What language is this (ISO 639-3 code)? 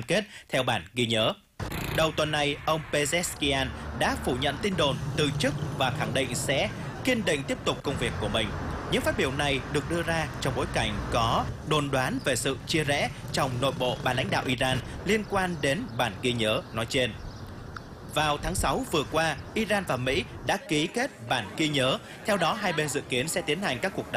vie